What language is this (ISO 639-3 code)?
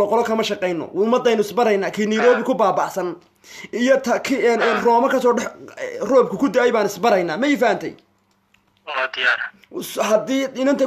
som